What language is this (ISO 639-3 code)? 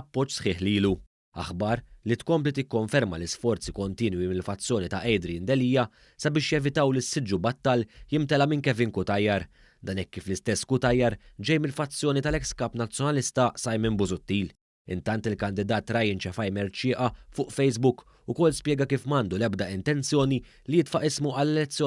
mlt